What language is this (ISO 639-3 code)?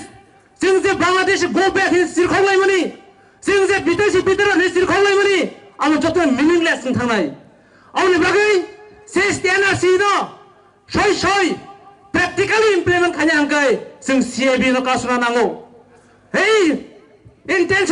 trp